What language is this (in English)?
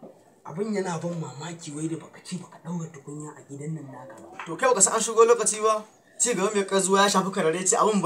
Hausa